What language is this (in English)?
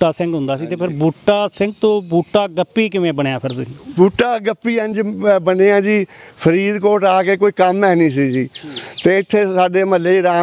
Punjabi